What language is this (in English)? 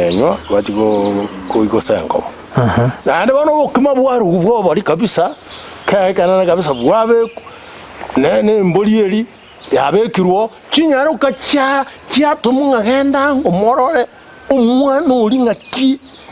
Gusii